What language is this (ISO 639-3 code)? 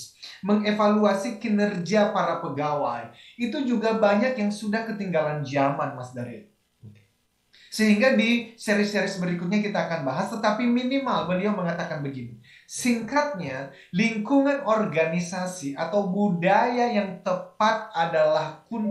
ind